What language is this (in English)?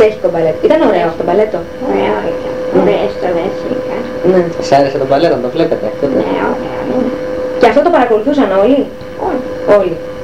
Greek